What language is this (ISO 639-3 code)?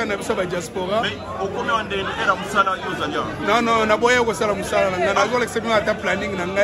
lin